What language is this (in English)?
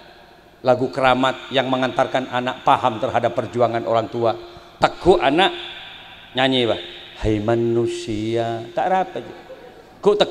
Madurese